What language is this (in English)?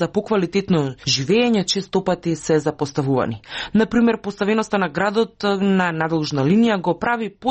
Macedonian